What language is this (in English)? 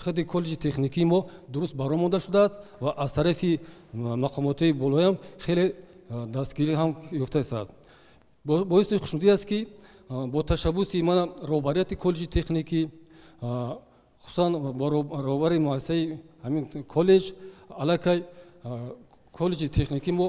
Tajik